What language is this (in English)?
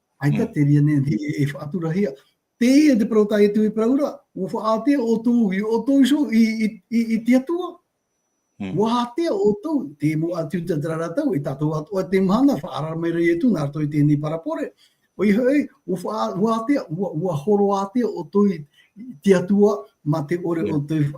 Tahitian